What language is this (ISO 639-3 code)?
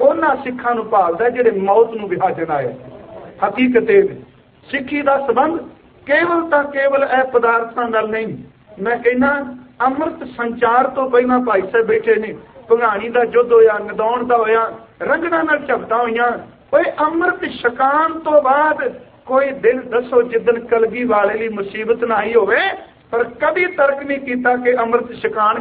pan